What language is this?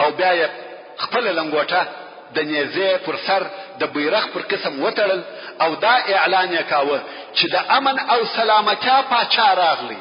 Pashto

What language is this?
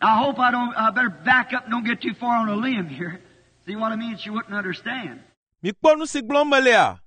Ewe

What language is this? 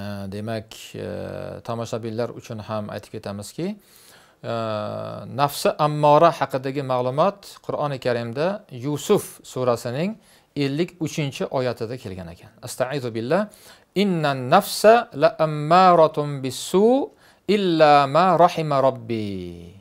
Uzbek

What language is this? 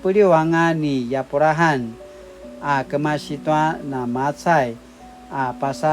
Paiwan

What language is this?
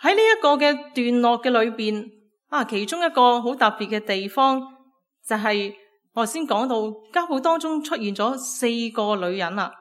Cantonese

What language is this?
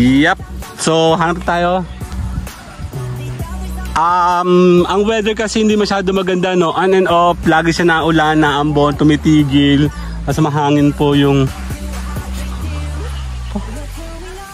Filipino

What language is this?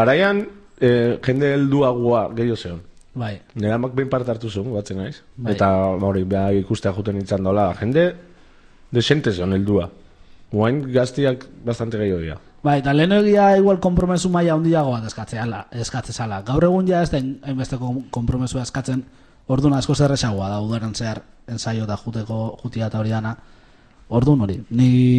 Basque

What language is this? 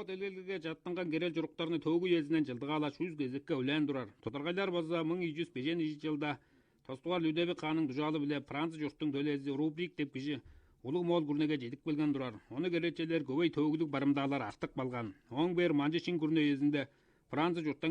Tuvinian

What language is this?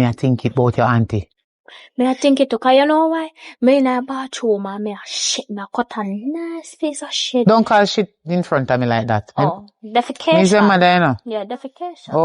Jamaican Creole English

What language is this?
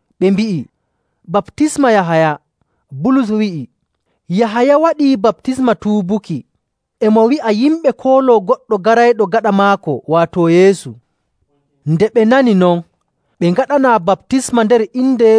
Nigerian Fulfulde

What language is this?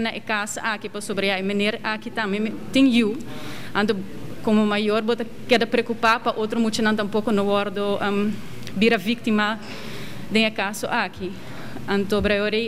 Papiamento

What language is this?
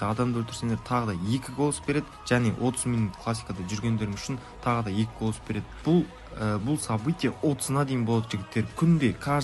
Kara-Kalpak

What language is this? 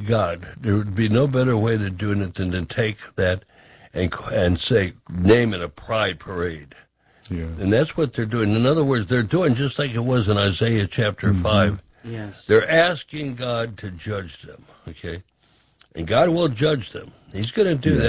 English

